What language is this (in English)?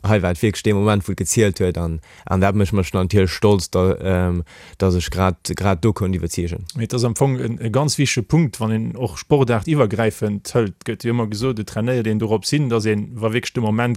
Luxembourgish